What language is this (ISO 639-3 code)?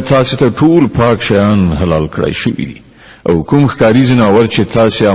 pus